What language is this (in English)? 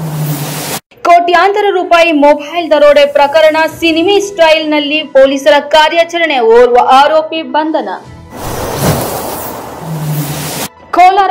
Kannada